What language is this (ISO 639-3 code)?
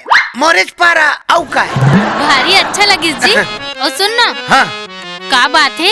hne